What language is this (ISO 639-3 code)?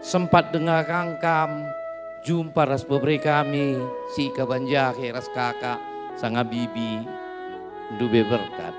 btx